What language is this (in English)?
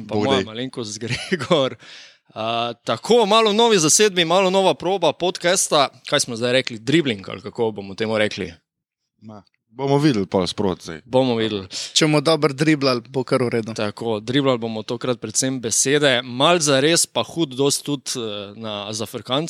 Slovenian